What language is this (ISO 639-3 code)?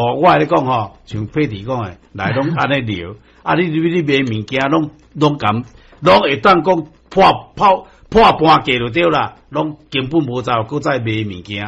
nan